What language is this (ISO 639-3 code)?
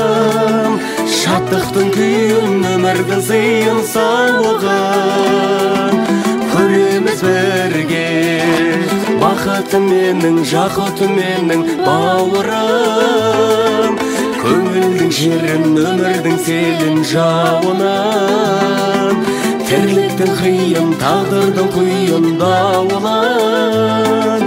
kaz